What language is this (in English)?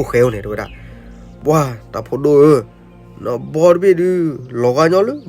S'gaw Karen